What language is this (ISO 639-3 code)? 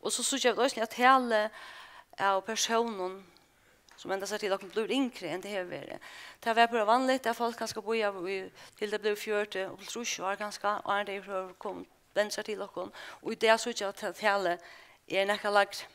fao